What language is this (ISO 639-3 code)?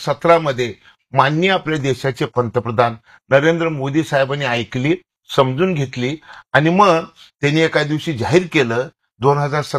mar